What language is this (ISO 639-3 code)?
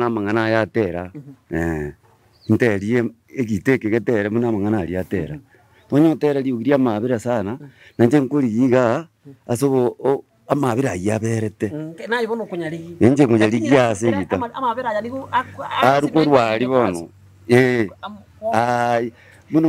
guz